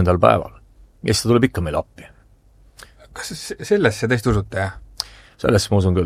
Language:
Estonian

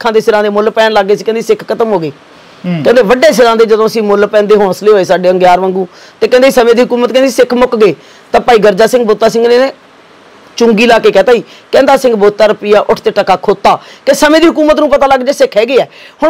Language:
Punjabi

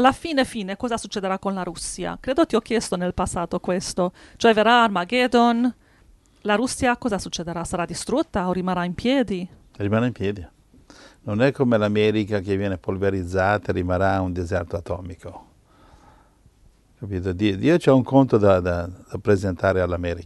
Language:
Italian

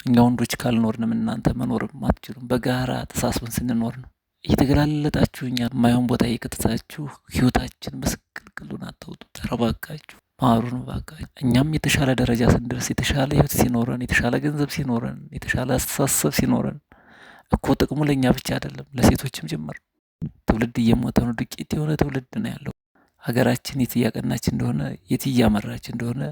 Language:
Amharic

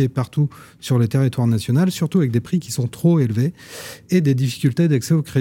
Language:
French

